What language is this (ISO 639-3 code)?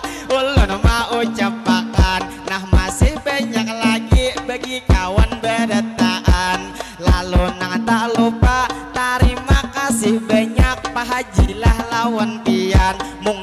bjn